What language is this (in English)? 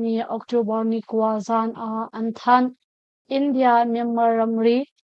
Hakha Chin